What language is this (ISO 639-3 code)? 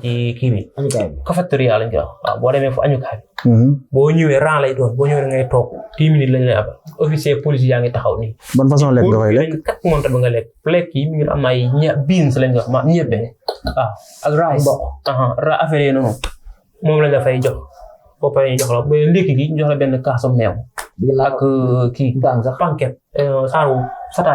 wol